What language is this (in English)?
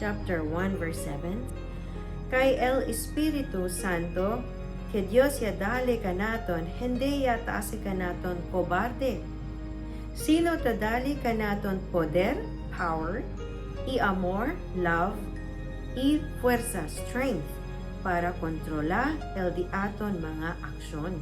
Chavacano